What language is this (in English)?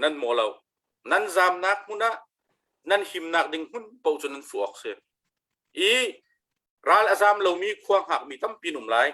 Hakha Chin